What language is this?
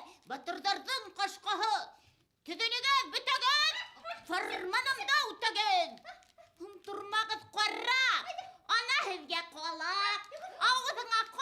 Bashkir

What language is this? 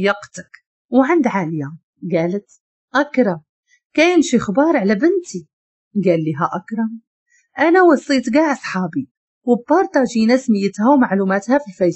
Moroccan Arabic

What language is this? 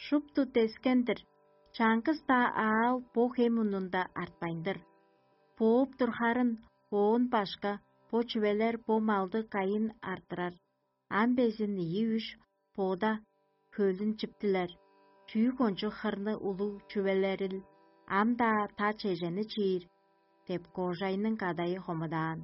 Tuvinian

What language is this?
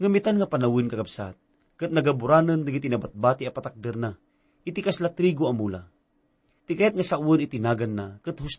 Iloko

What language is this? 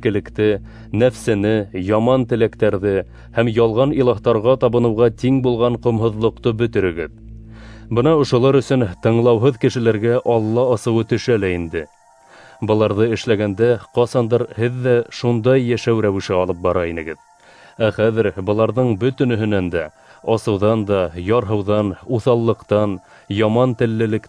Bashkir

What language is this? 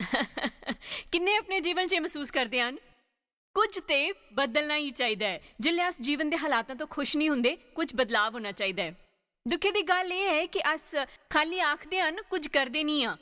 Dogri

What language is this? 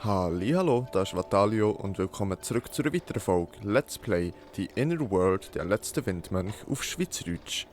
Swiss German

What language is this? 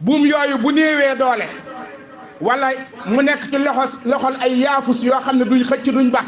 Wolof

